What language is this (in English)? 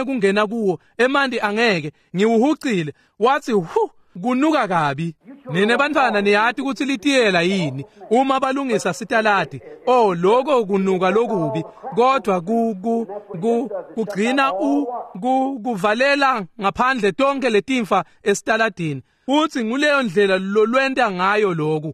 Swati